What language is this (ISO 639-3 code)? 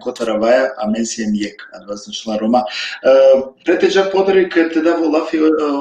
rmn